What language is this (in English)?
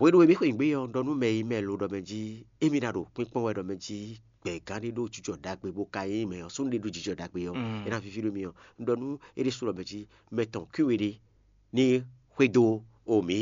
Fon